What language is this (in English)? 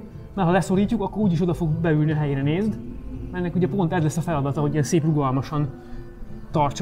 Hungarian